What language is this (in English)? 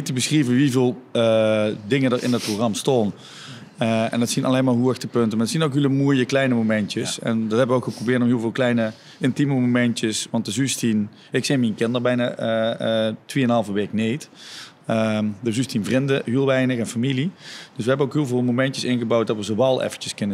Limburgish